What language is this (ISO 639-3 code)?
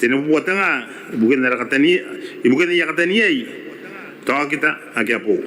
gil